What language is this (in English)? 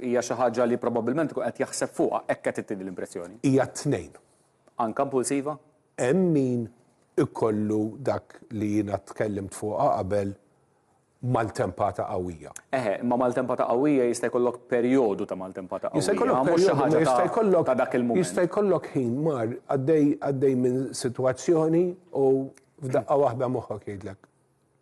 Maltese